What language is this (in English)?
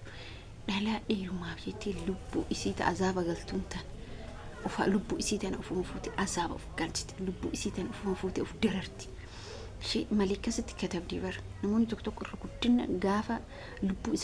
Oromo